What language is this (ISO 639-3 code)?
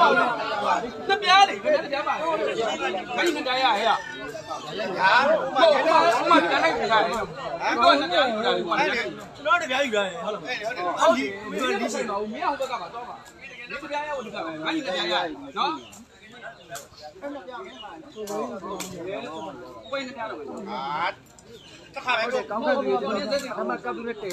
mya